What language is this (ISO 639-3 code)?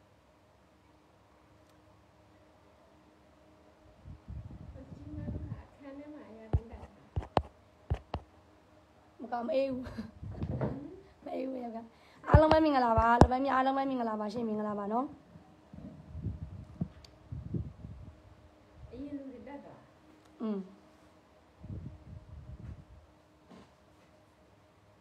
mya